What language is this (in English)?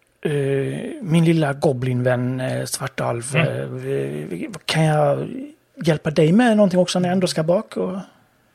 Swedish